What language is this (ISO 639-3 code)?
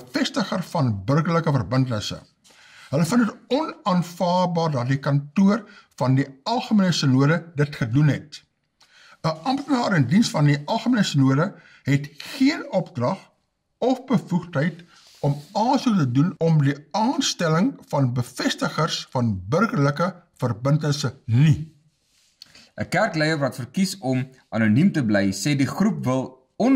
afr